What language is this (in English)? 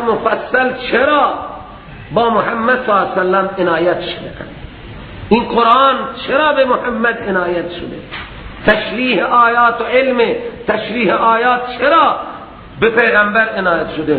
Persian